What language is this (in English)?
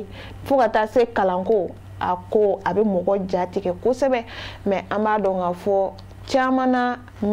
Bambara